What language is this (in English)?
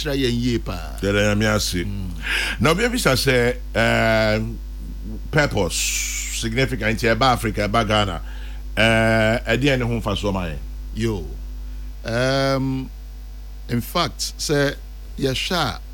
Akan